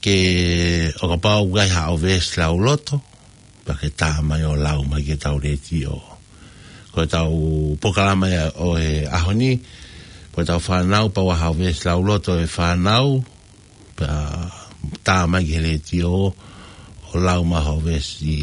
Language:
Tongan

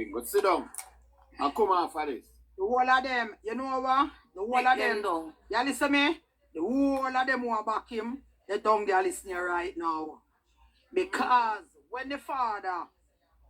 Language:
Jamaican Creole English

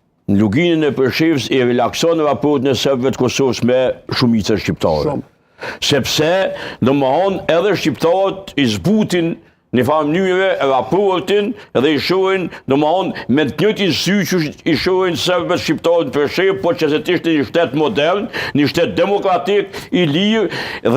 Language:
Albanian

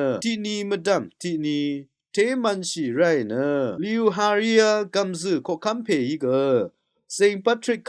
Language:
Rawang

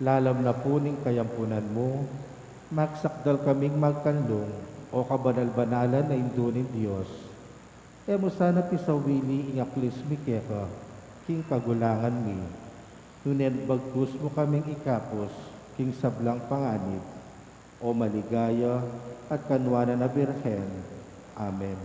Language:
Pampanga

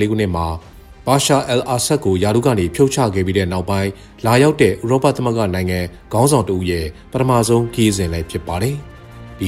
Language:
Burmese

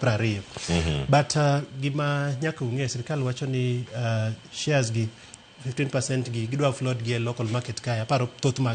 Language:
Luo (Kenya and Tanzania)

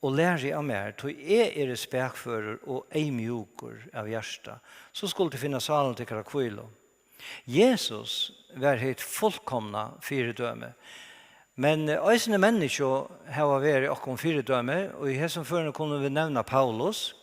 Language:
Faroese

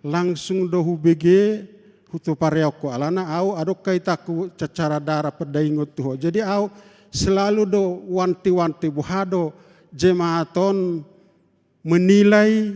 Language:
Batak Toba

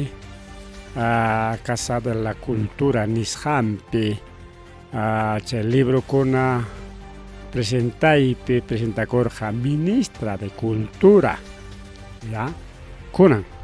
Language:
Ayacucho Quechua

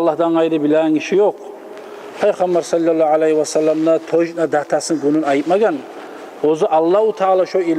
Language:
Kumyk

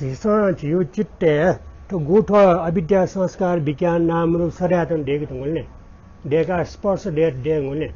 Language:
Newari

